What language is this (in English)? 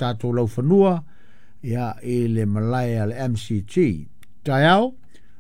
Samoan